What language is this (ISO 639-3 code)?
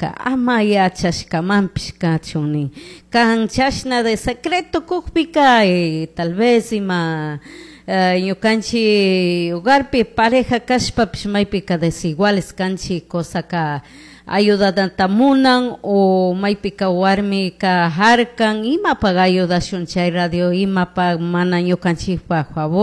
qug